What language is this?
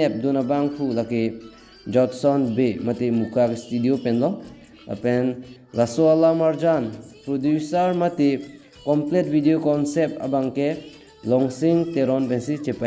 Karbi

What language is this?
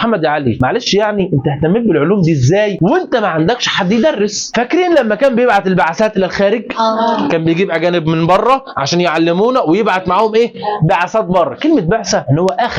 Egyptian Arabic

